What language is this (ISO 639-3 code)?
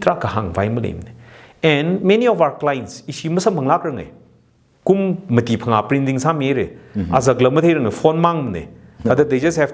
nmf